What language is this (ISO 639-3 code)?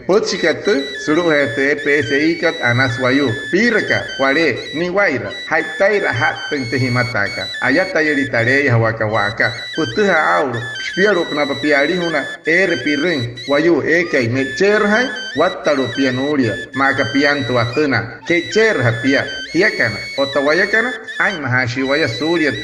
guc